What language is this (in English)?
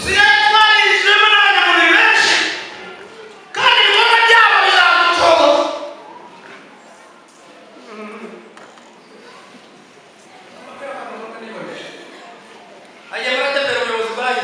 Kinyarwanda